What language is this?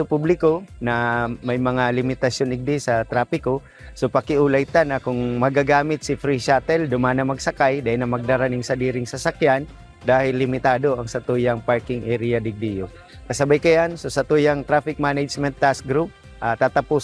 Bikol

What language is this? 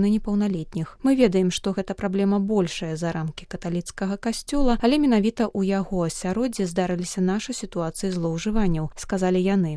Belarusian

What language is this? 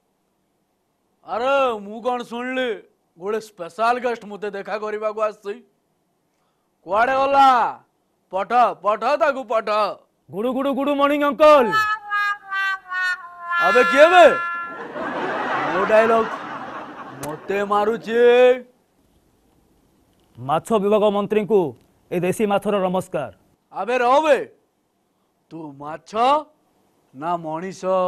Odia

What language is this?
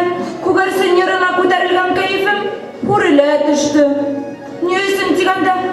Bashkir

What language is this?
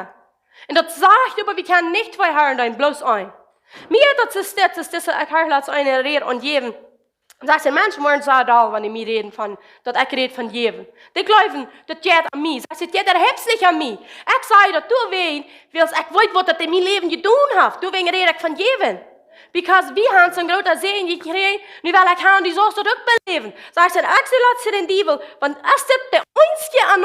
Plautdietsch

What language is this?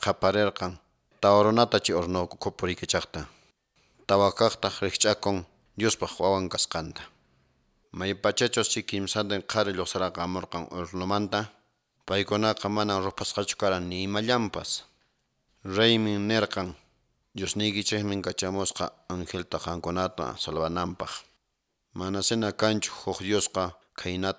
Quechua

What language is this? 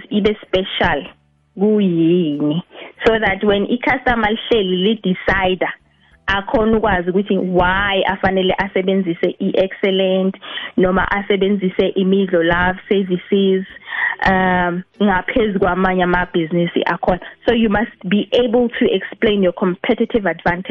South Ndebele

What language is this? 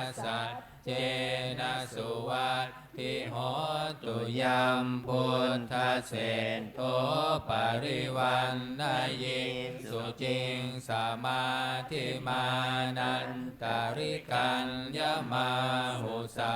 Pali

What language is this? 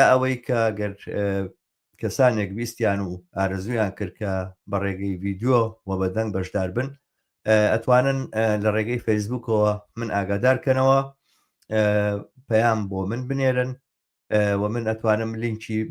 Central Kurdish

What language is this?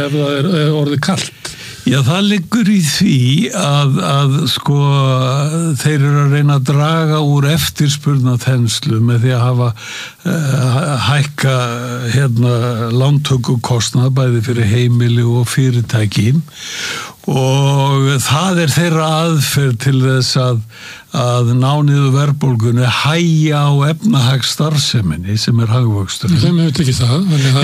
Icelandic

